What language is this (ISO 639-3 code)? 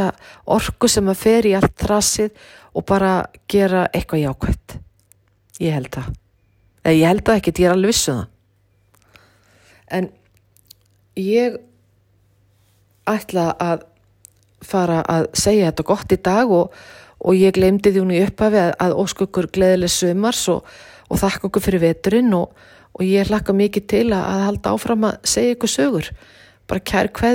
isl